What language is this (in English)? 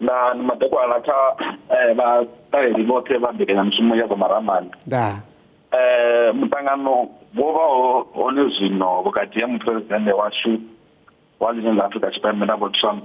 Venda